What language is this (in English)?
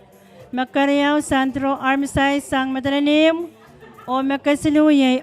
Pohnpeian